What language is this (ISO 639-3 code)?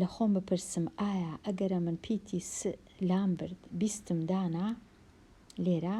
ckb